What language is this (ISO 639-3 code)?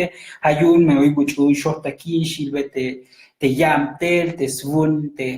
tzo